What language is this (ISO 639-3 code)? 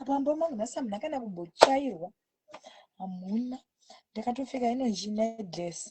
sna